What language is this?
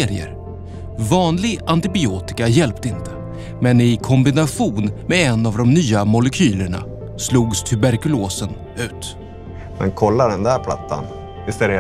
Swedish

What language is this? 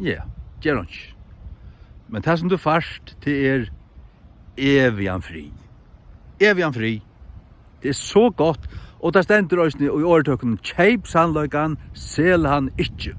Faroese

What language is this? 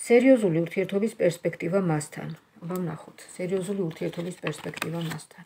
Georgian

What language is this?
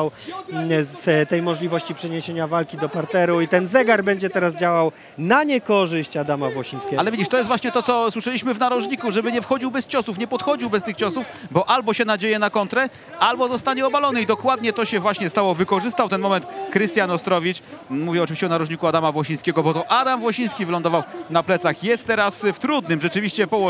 Polish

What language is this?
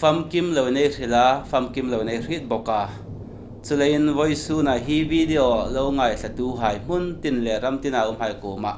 Hmar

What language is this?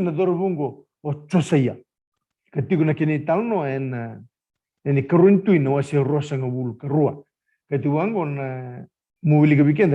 Fijian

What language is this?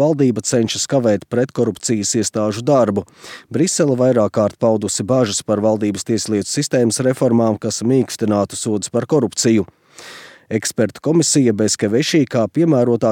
Latvian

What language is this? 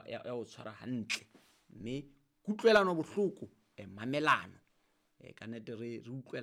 Southern Sotho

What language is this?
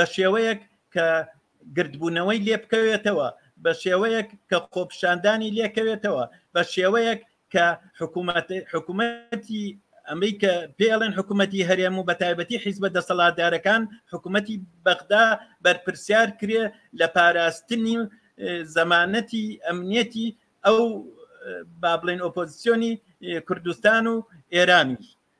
Central Kurdish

